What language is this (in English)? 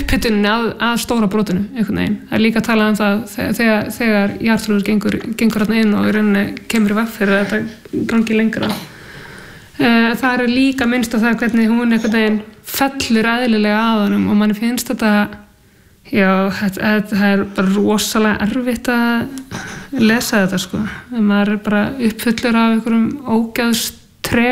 Icelandic